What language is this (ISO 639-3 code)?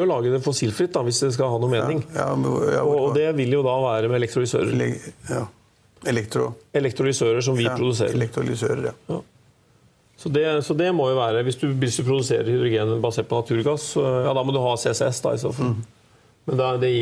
nor